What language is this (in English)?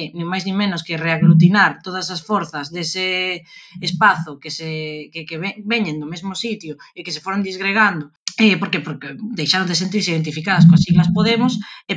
Galician